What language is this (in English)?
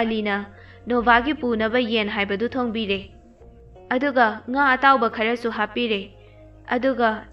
Manipuri